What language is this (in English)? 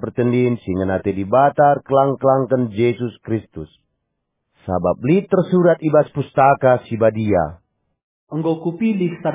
Batak Karo